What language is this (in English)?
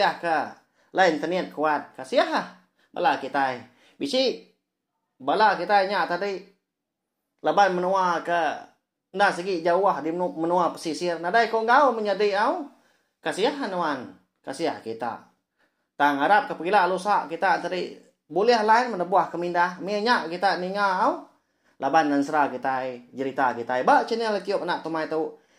Iban